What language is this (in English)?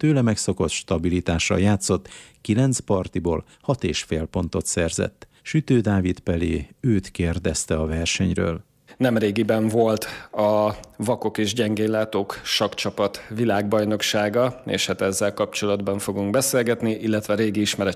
Hungarian